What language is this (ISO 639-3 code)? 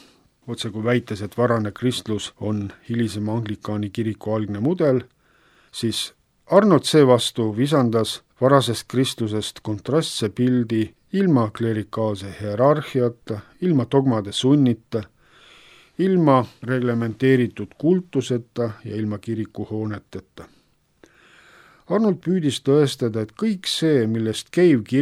est